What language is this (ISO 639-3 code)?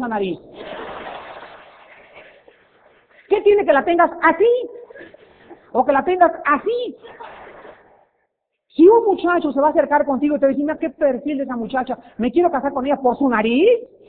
spa